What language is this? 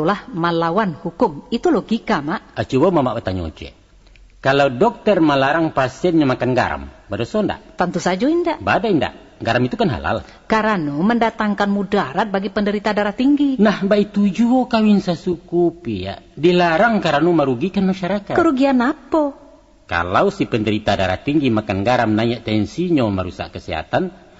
Minangkabau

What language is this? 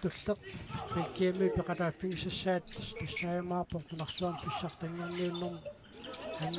Kalaallisut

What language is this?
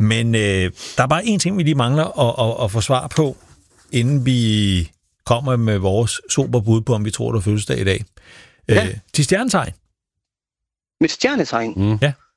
Danish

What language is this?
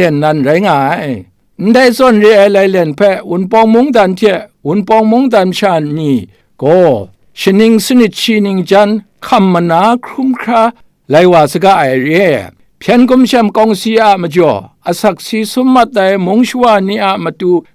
Kachin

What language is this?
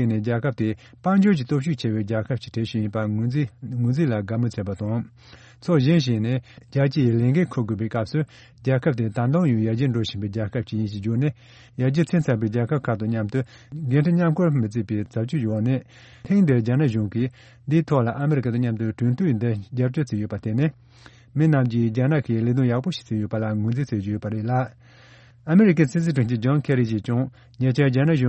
Tibetan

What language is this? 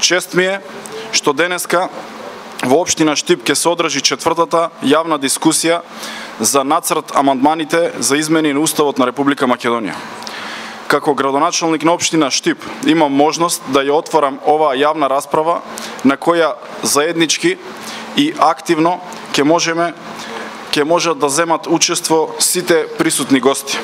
Macedonian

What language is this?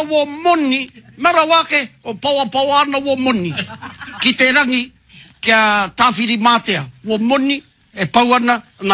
Māori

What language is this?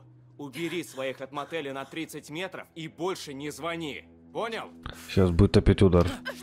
Russian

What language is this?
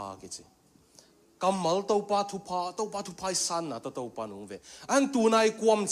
Tedim Chin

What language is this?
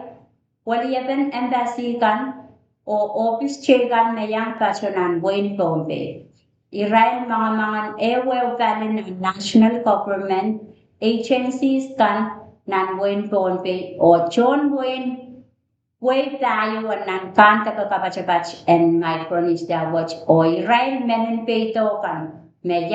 Pohnpeian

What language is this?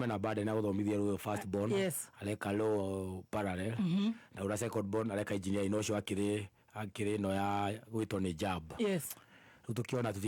Kikuyu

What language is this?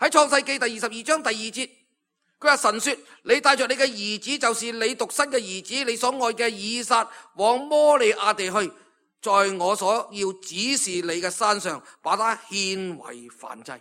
Cantonese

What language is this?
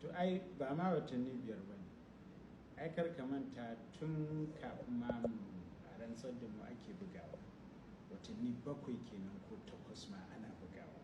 Hausa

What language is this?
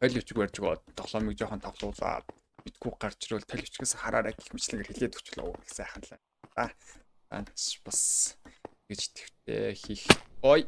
Mongolian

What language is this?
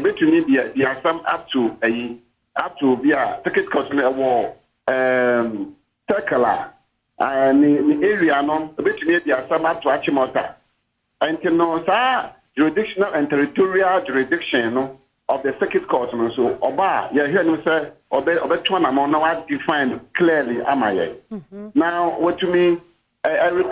Akan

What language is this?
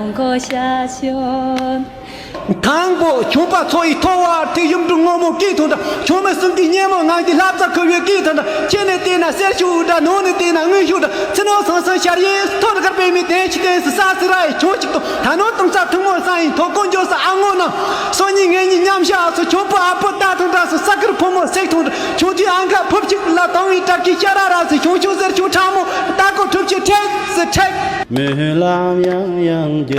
Tibetan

